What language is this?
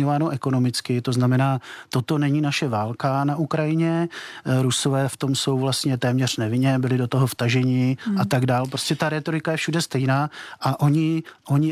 Czech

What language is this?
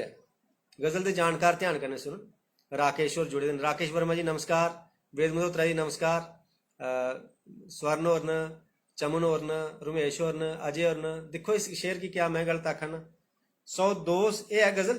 Dogri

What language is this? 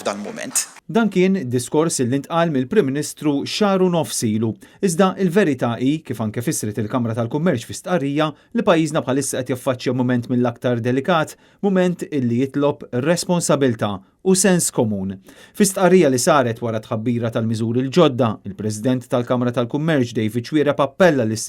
Maltese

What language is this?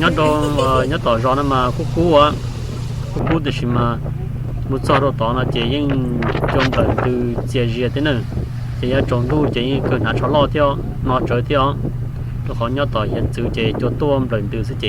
Hmong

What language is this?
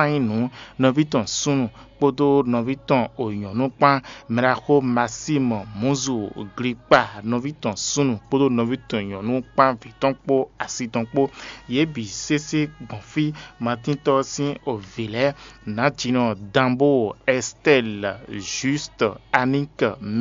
Fon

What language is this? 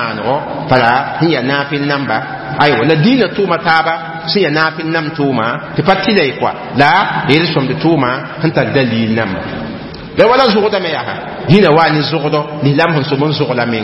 Mossi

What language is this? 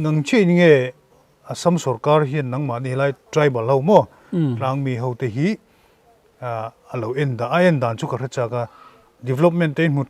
Mizo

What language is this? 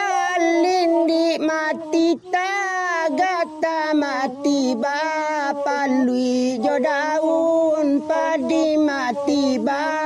Minangkabau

